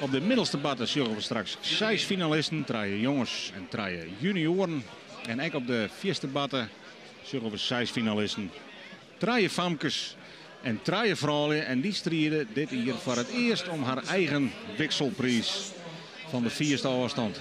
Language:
Western Frisian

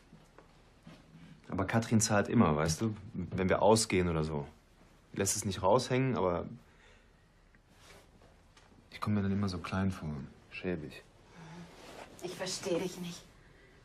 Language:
German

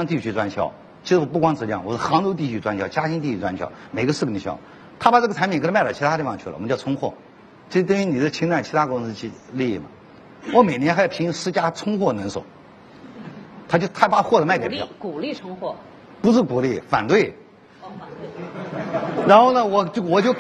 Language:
Chinese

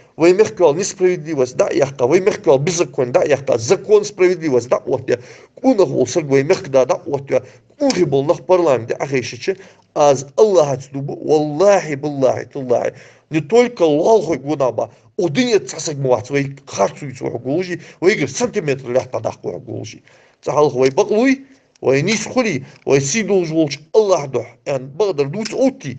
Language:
Ingush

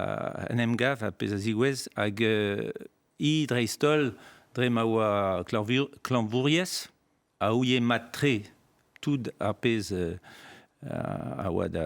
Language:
Breton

